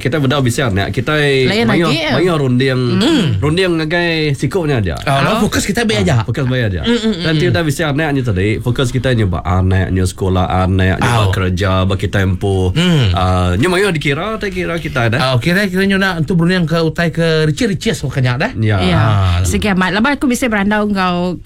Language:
Iban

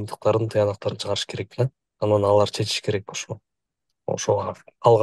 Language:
Kyrgyz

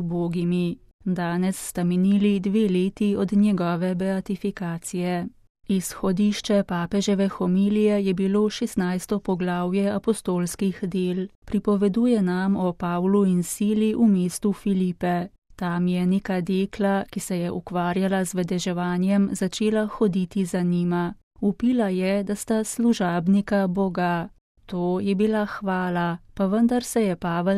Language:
Slovenian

